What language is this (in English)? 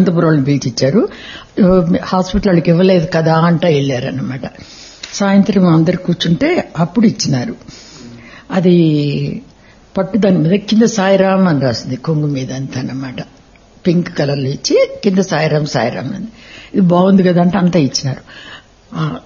Telugu